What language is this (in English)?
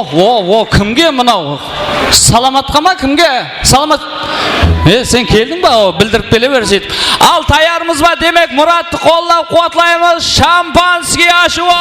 Kara-Kalpak